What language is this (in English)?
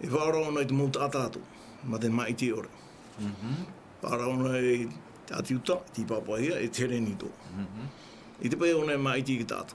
Tahitian